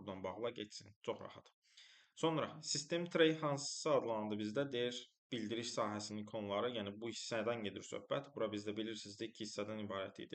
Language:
Azerbaijani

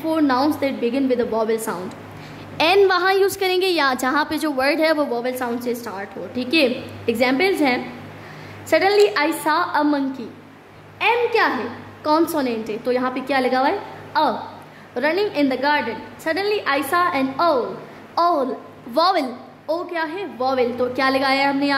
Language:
Hindi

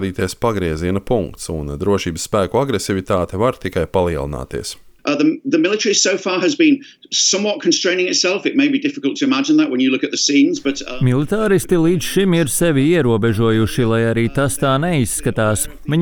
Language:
Latvian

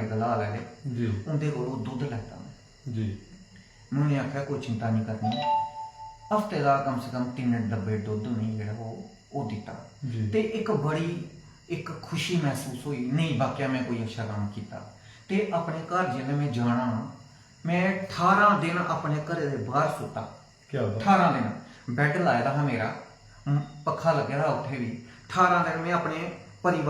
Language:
Dogri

